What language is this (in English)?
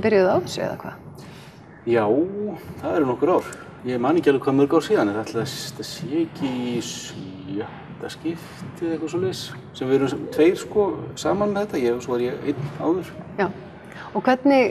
Icelandic